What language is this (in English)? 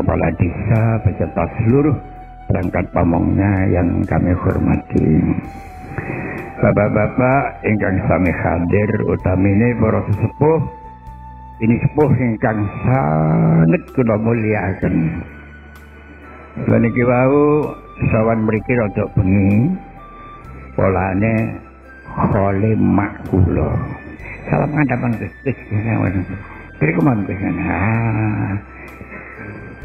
Javanese